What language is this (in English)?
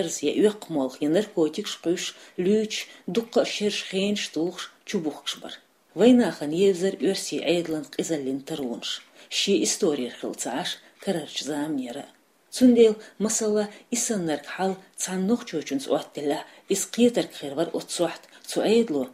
Chechen